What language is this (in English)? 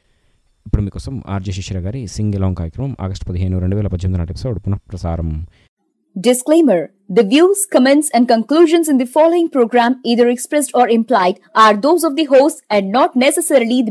Telugu